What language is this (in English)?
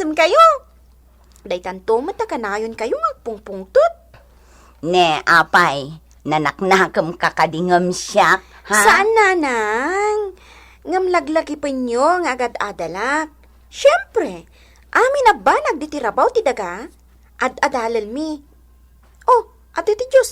Iloko